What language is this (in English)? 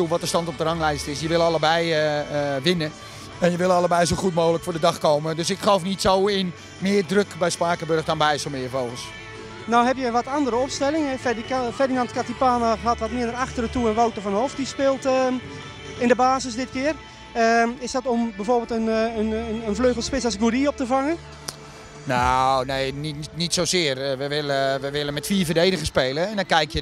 Dutch